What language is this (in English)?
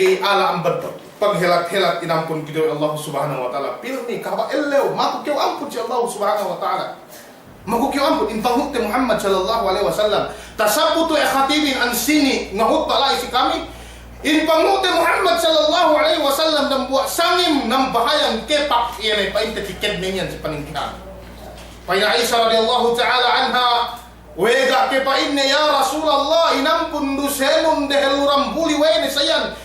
Yakan